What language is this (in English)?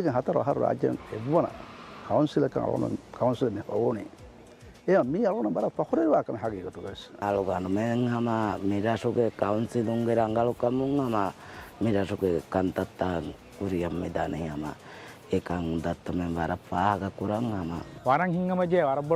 Divehi